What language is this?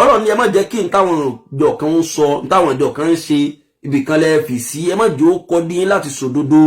Yoruba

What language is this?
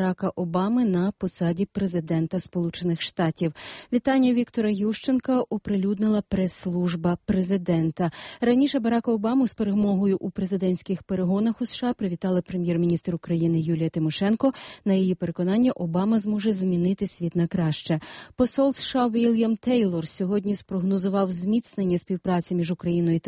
Ukrainian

